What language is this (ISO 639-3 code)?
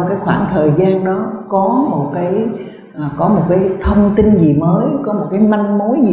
vie